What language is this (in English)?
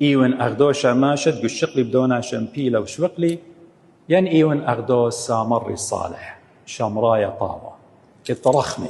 Assyrian Neo-Aramaic